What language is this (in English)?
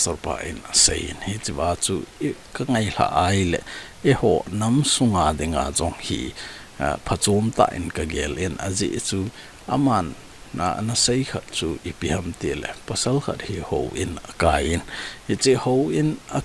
Thado Chin